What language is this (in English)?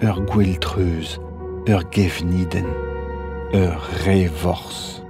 Breton